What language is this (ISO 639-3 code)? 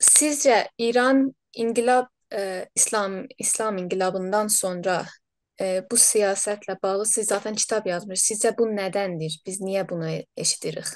azb